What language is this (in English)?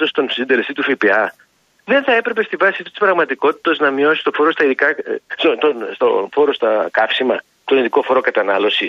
Greek